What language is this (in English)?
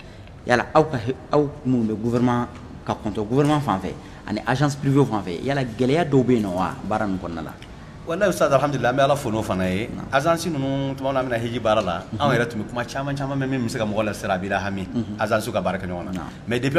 Bambara